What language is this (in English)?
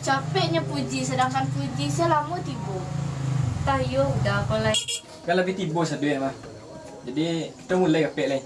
Minangkabau